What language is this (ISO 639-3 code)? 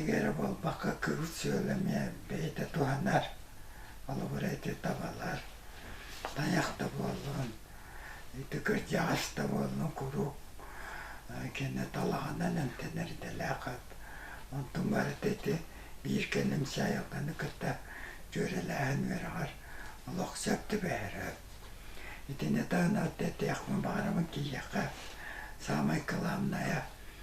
sah